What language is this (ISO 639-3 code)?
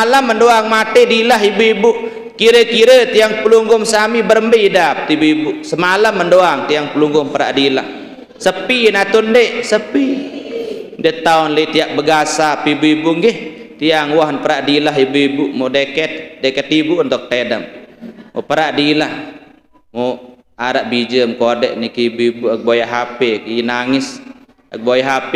sas